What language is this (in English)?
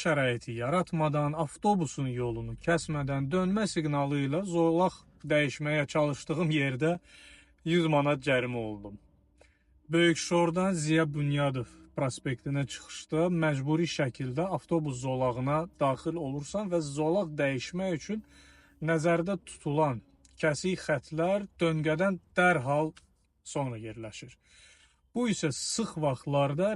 Azerbaijani